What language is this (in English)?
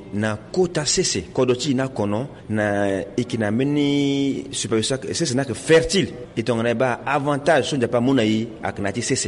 Sango